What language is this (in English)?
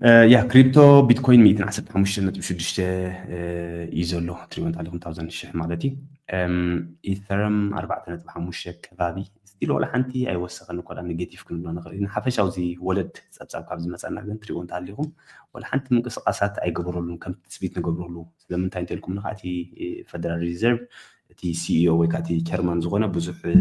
Tigrinya